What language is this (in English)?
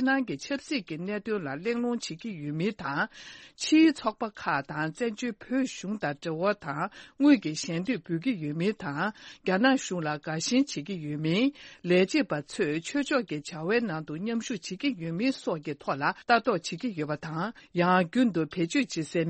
Tibetan